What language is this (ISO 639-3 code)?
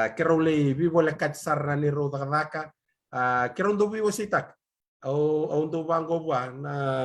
fij